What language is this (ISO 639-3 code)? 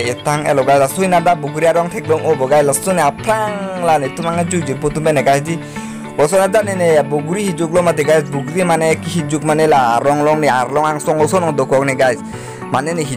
mjw